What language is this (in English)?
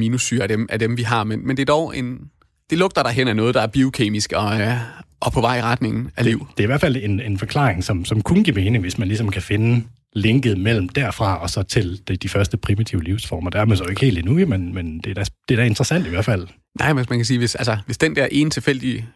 Danish